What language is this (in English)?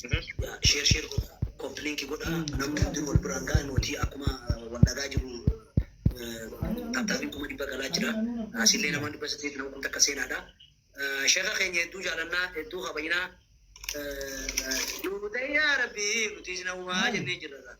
Oromo